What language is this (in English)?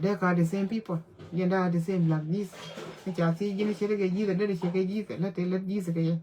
Nuer